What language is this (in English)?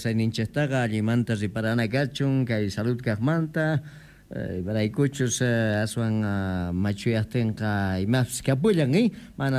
South Bolivian Quechua